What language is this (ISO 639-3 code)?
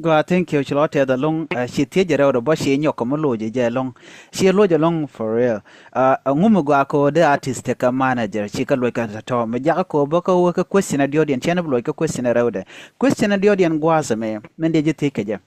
nus